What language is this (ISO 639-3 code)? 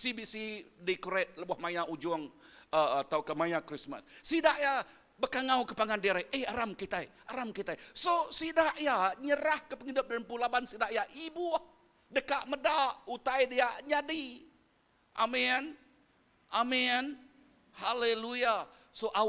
iba